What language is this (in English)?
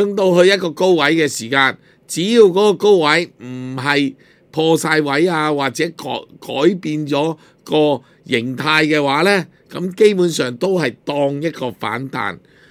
Cantonese